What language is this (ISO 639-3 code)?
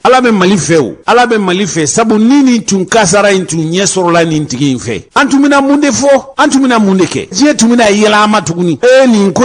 bam